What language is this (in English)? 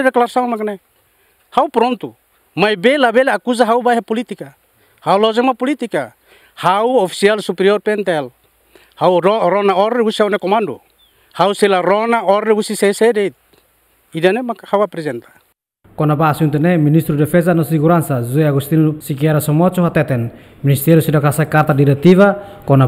Tetum